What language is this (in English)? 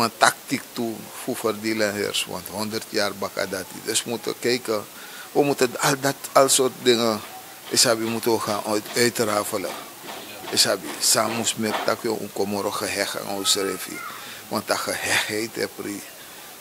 Sranan Tongo